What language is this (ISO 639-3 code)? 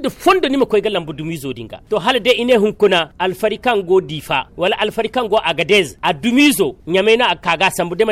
dje